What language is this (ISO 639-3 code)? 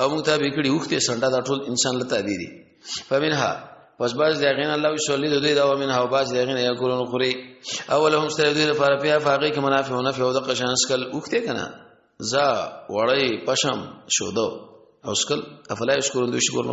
pus